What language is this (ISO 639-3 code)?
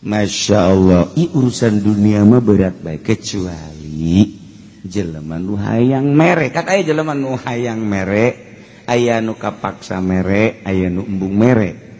sun